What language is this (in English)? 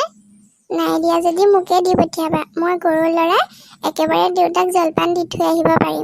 Assamese